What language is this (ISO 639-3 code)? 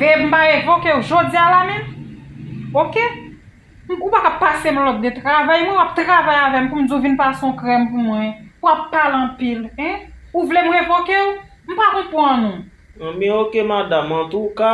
hat